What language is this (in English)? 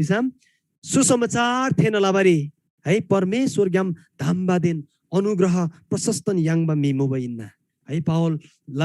Eastern Tamang